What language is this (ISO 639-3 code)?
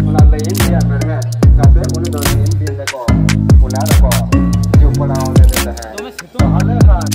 sat